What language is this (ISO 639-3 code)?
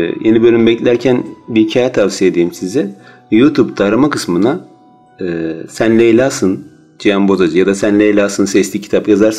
tur